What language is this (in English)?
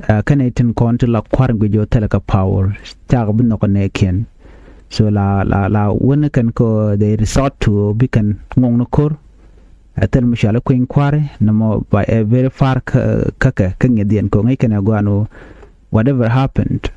Nuer